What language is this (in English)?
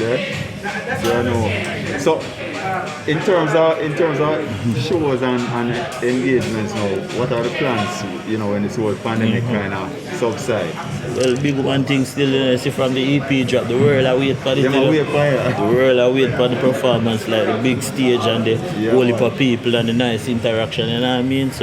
Jamaican Creole English